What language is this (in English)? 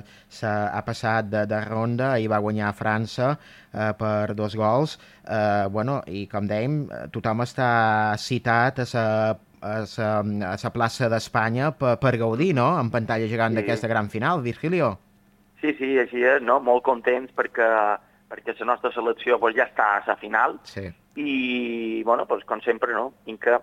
Catalan